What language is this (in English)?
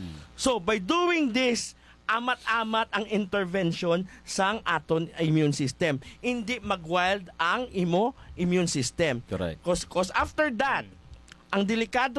Hiligaynon